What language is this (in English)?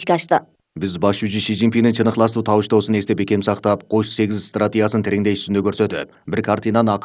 Kyrgyz